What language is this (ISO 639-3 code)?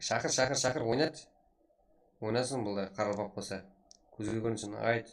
kaa